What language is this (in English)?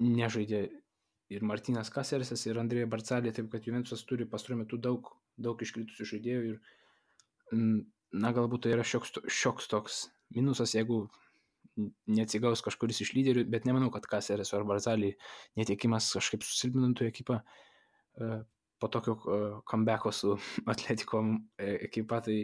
Lithuanian